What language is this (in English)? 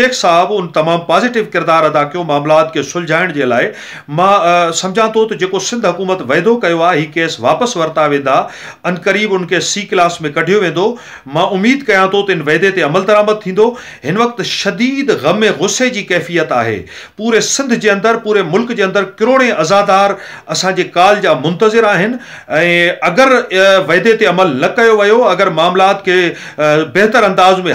Sindhi